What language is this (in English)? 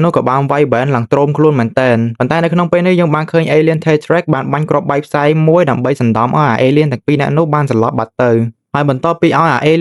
Khmer